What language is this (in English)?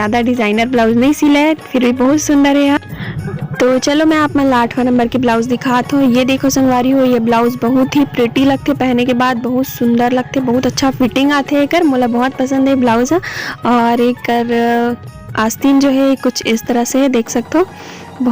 Chhattisgarhi